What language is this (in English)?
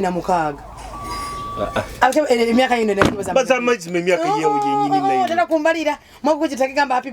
Nyoro